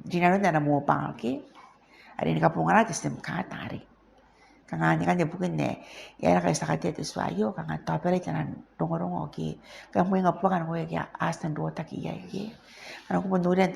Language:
Gilbertese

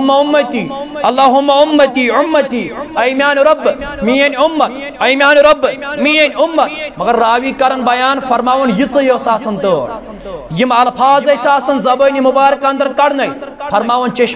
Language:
Kashmiri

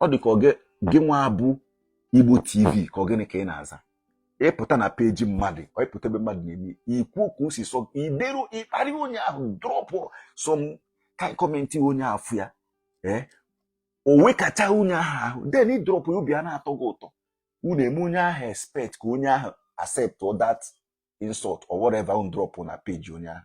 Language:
Igbo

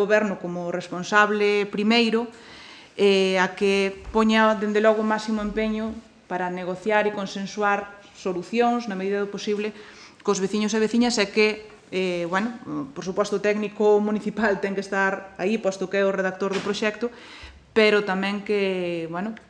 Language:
Galician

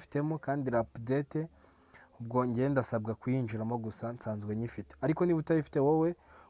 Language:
Kinyarwanda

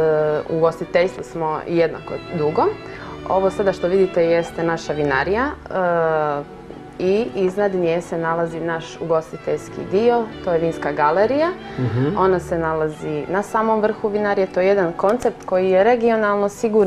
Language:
Serbian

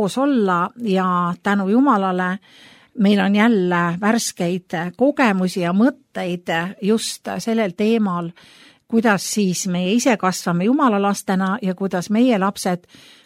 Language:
Estonian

